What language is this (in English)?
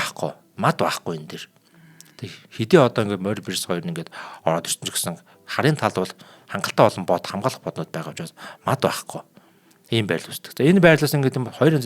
Mongolian